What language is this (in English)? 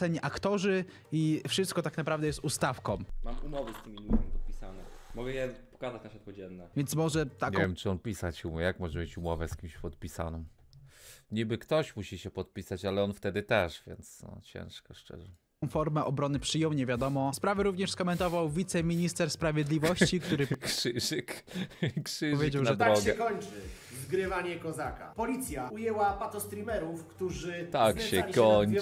Polish